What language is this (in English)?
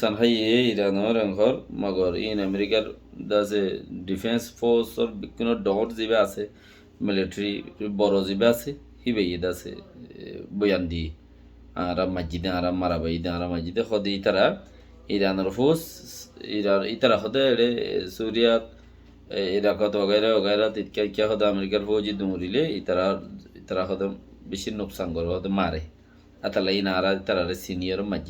Rohingya